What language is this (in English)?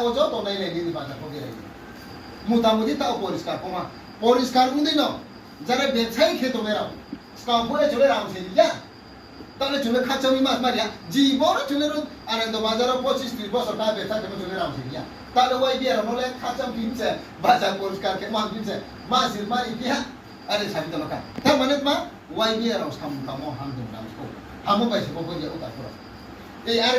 Riang (India)